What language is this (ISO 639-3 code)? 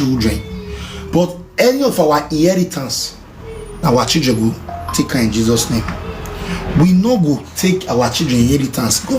pcm